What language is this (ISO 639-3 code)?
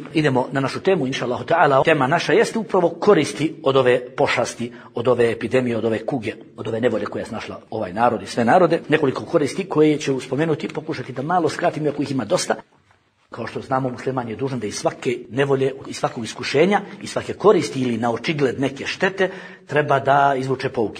bos